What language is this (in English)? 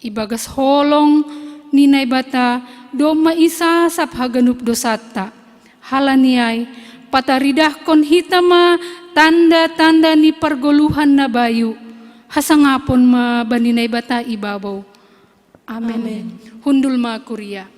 Batak Simalungun